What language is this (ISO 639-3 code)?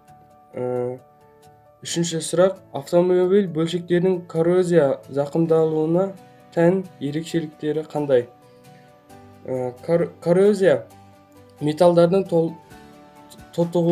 kaz